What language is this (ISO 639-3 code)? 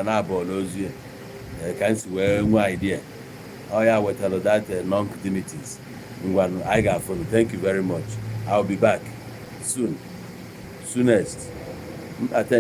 ibo